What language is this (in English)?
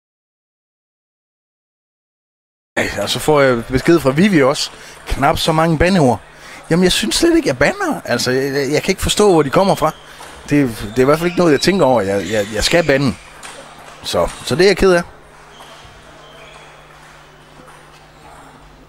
Danish